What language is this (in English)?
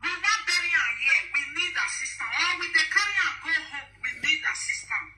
Nigerian Pidgin